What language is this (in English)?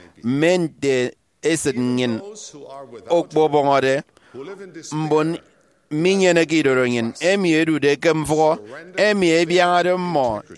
Efik